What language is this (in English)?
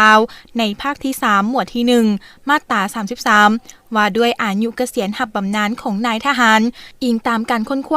Lao